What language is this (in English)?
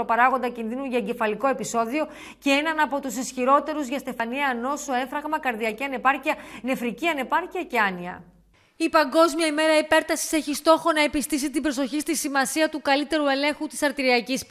Greek